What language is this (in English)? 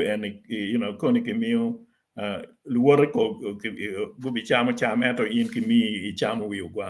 Acoli